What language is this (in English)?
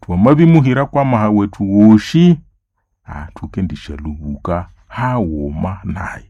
Nande